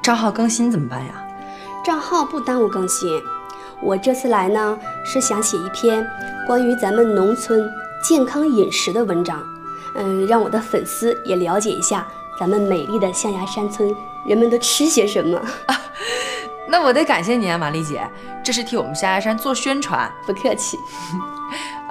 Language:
Chinese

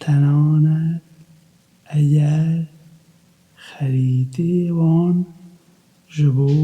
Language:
Kurdish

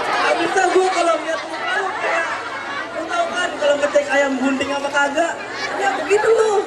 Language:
Betawi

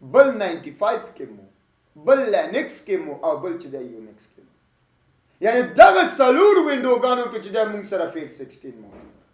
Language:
Pashto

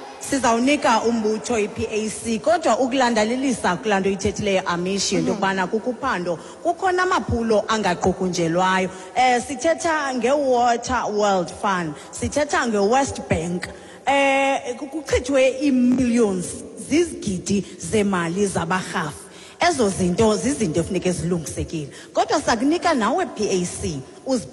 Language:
Xhosa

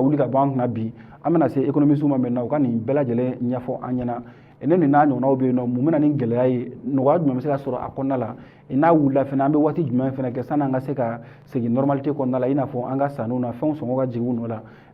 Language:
Bambara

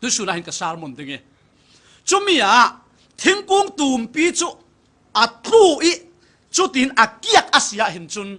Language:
Falam Chin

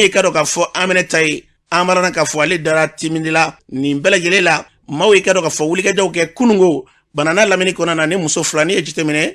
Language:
Bambara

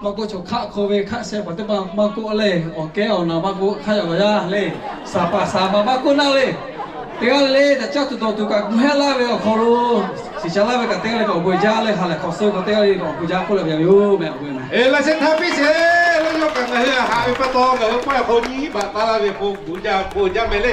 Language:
Lahu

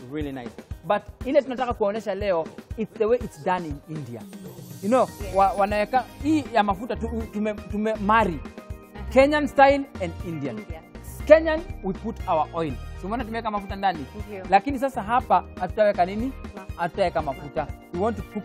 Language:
Swahili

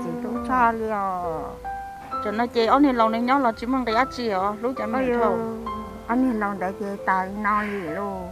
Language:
Hmong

